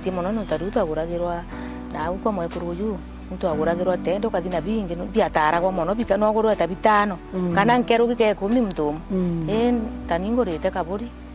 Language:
Meru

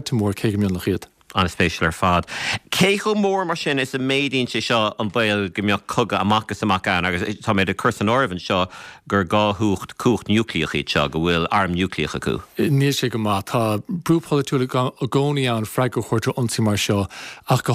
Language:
Irish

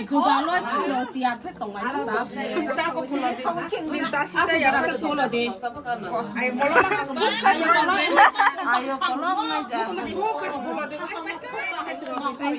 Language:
Kok Borok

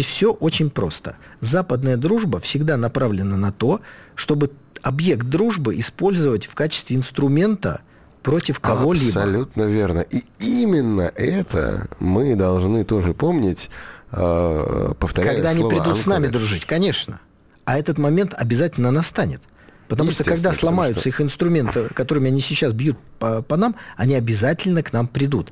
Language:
Russian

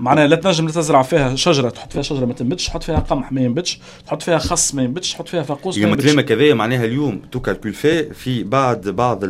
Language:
Tunisian Arabic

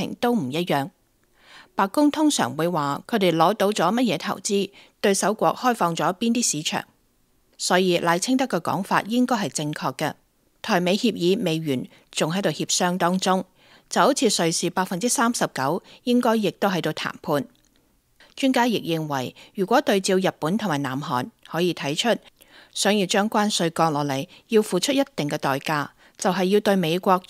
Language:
Cantonese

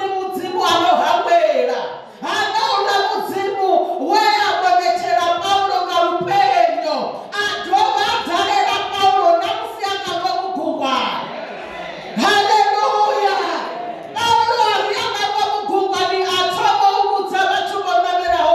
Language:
Venda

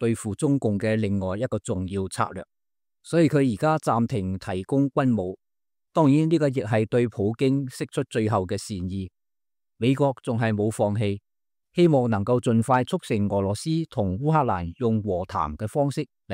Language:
Cantonese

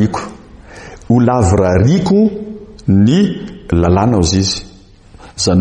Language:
Malagasy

